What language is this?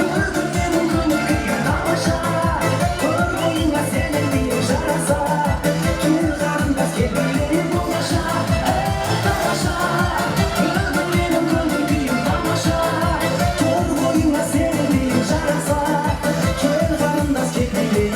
Kara-Kalpak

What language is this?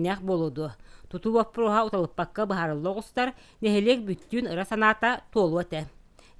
Yakut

